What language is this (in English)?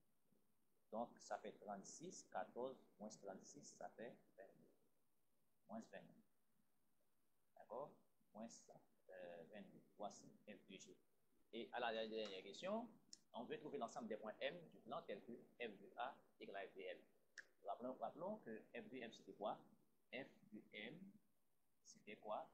French